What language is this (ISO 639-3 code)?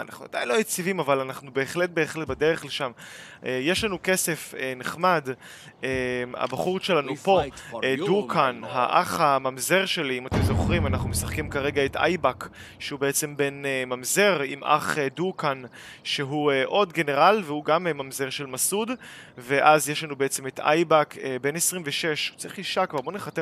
heb